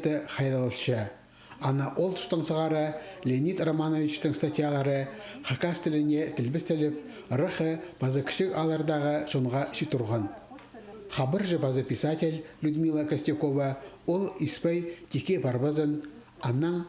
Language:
Khakas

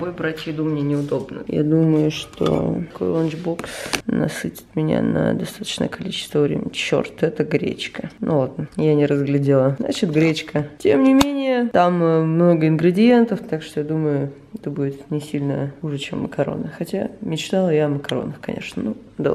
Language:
Russian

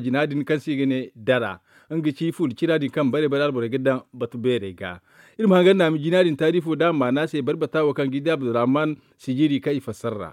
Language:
Zarma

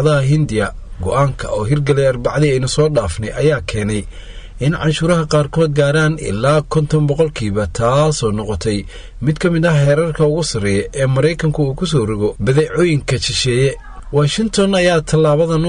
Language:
Somali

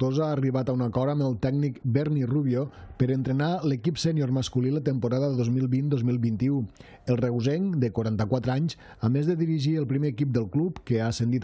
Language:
Catalan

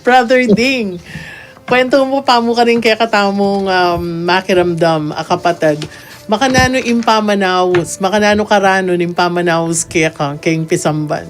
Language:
Pampanga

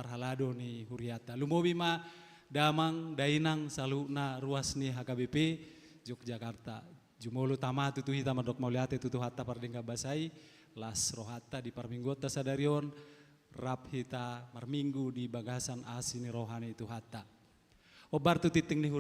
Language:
Batak Toba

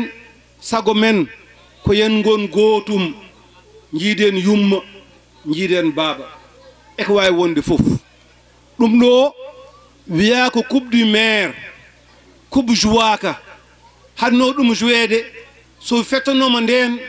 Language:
Fula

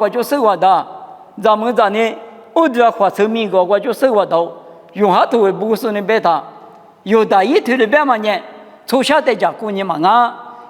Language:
Lisu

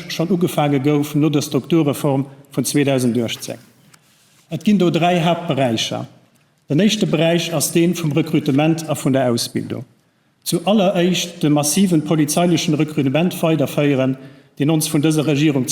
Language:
Luxembourgish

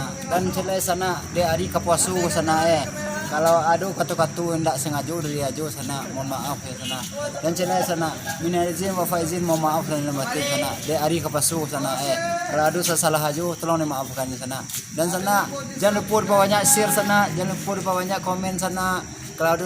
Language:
Minangkabau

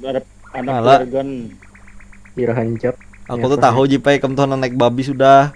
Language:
Banjar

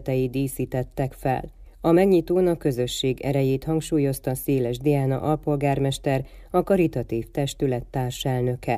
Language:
Hungarian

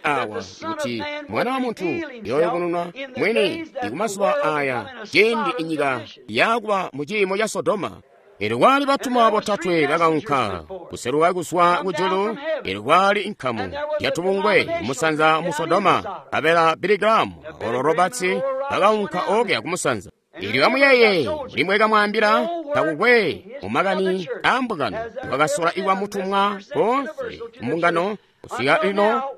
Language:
Tonga (Zambia)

